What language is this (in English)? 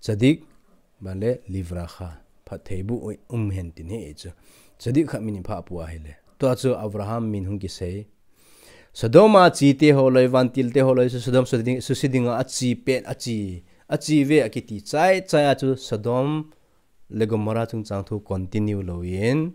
Thado Chin